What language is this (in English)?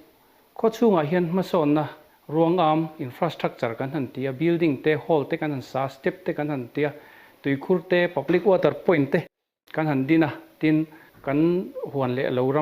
Mizo